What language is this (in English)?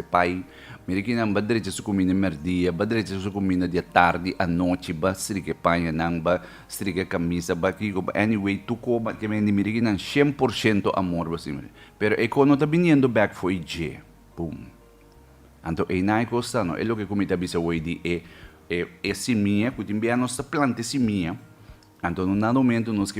Papiamento